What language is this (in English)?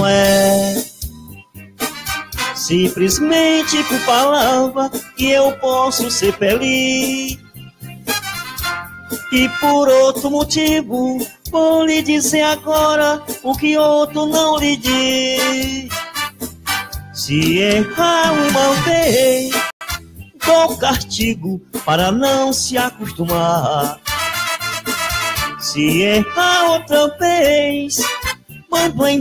Portuguese